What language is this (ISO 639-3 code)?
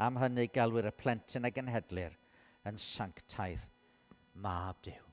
cym